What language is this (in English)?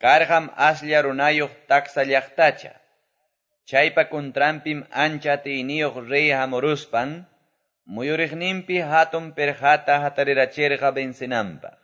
Quechua